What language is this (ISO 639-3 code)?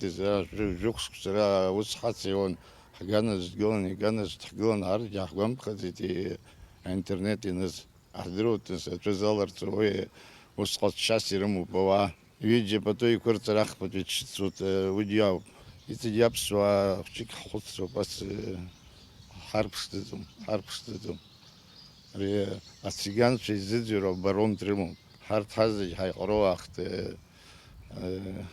abk